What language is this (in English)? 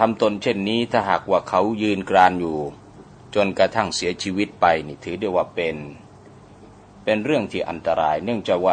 Thai